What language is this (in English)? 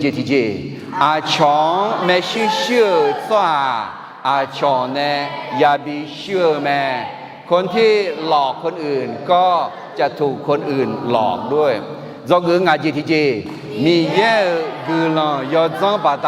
Akha